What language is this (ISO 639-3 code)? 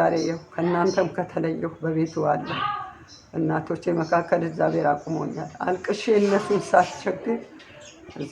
amh